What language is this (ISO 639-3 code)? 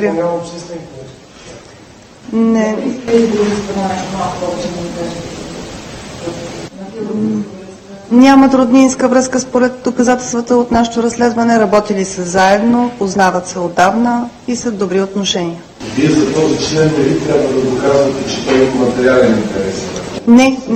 bul